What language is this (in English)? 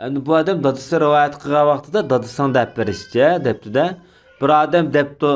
Uyghur